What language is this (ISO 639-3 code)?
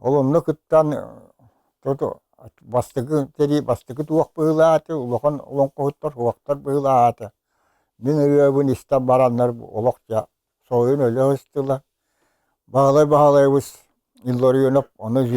sah